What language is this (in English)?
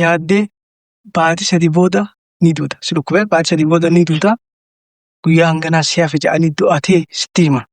Oromo